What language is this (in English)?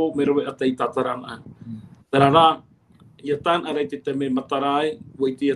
Tahitian